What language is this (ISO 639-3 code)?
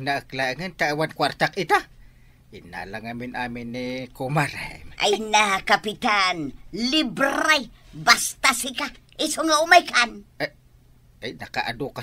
ilo